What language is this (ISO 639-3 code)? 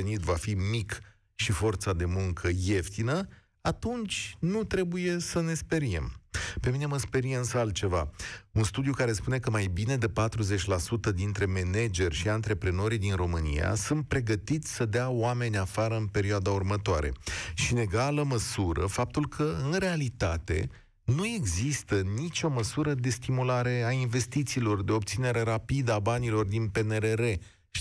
ron